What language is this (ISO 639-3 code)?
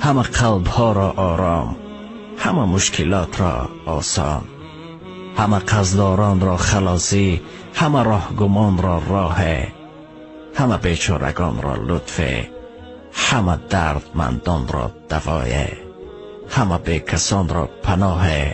tgk